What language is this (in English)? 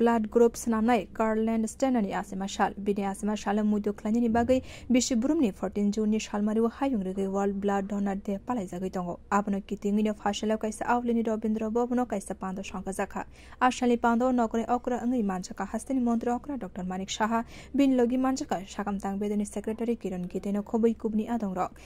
Kok Borok